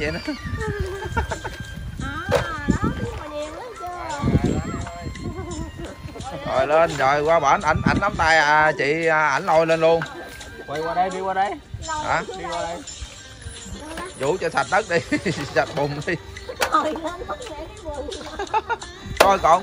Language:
Vietnamese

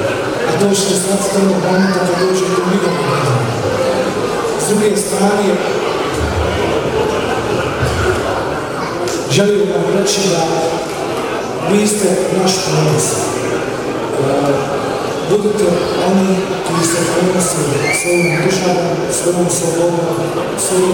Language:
Bosnian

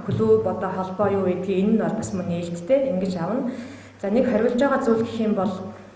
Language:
Mongolian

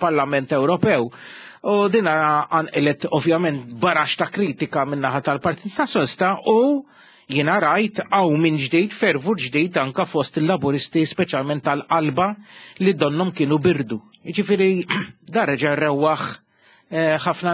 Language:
Maltese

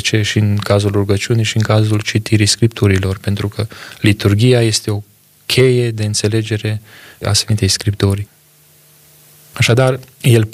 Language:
Romanian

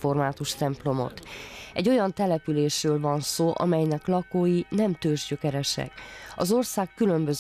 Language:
Hungarian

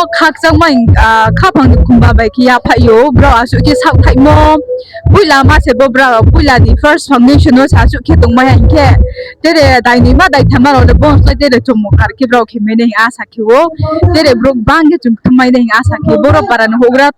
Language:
Riang (India)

